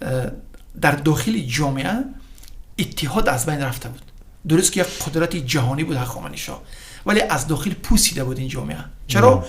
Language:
Tajik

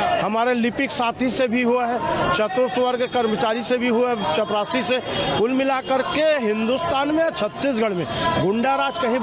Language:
Hindi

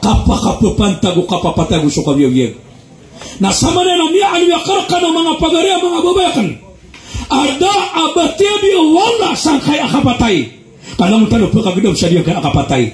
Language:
Maranao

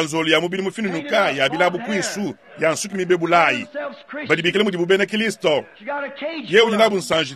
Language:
Luba-Lulua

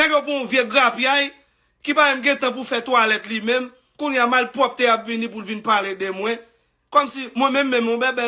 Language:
Haitian Creole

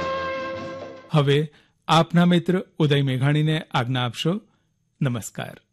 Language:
Gujarati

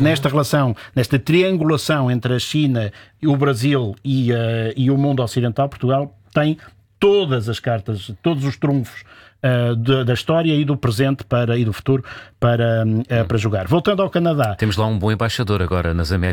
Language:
Portuguese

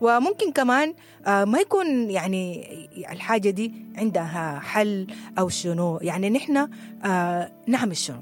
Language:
Sudanese Arabic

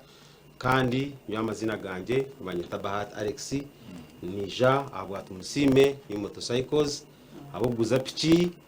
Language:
Nyankole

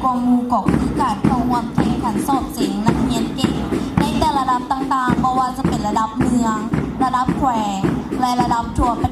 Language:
Lao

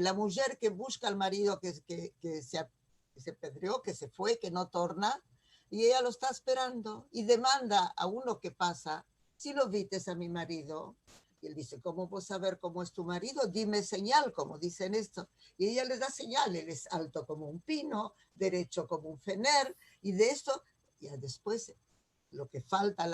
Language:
Ladino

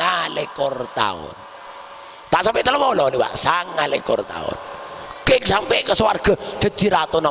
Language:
Madurese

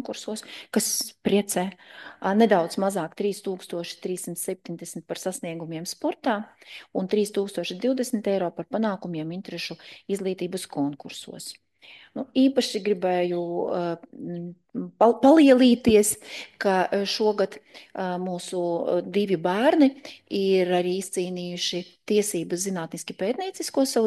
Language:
Latvian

